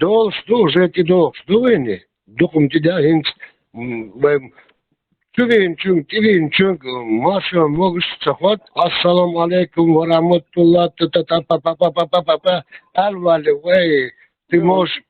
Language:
Chechen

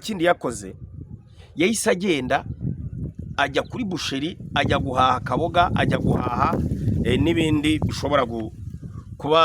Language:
Kinyarwanda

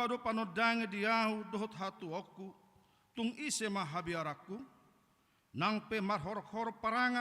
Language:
Batak Toba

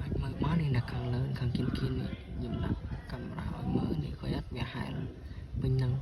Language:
Khmer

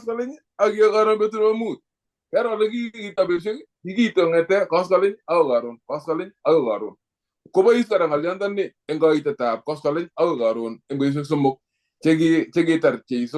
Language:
Kalenjin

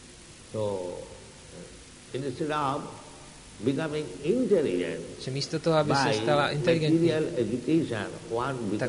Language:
Czech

